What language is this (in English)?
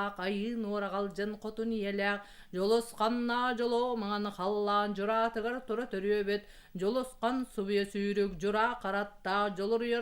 Yakut